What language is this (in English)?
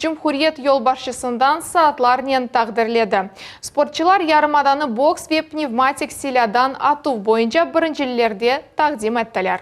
Crimean Tatar